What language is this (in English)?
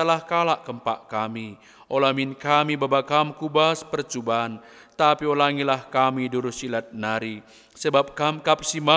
Batak Karo